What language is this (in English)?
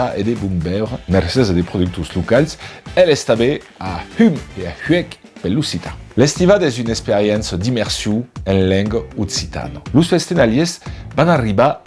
Occitan